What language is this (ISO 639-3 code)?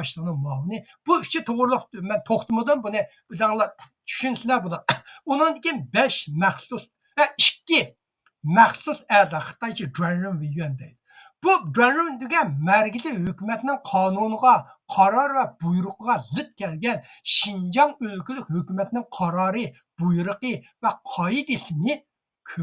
uig